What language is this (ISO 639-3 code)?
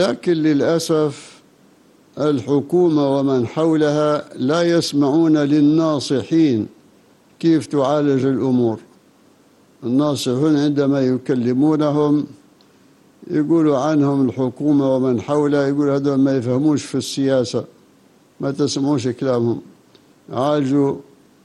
ara